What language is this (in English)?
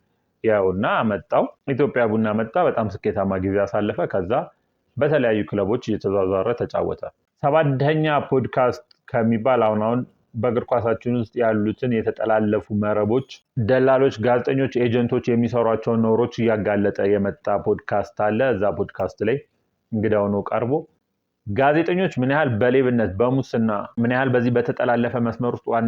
Amharic